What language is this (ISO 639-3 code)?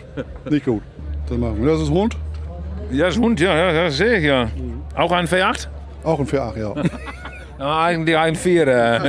fry